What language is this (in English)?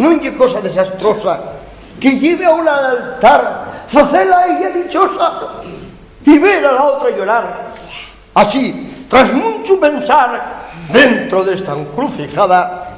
Asturian